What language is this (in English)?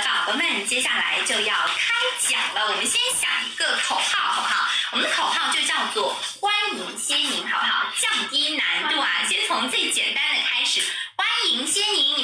Chinese